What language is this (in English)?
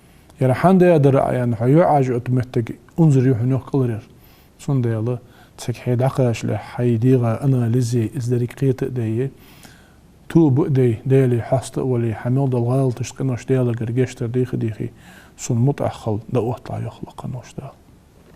Ingush